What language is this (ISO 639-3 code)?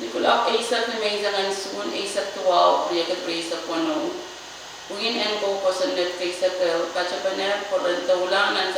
pon